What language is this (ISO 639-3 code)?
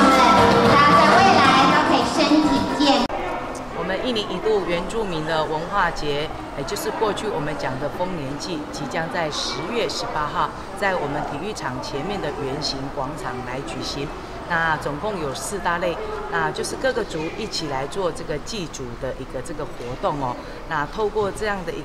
zho